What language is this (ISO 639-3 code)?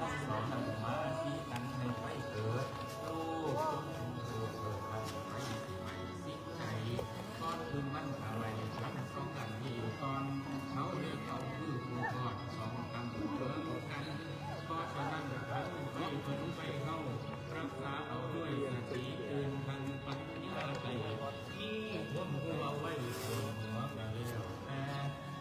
tts